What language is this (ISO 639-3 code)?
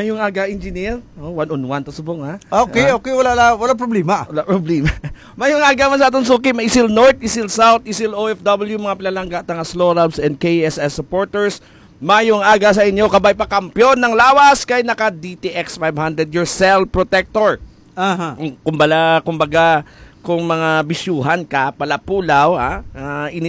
hil